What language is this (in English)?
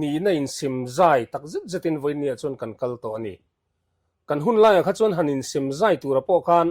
Mizo